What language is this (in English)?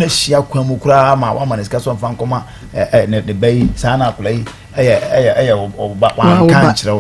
Akan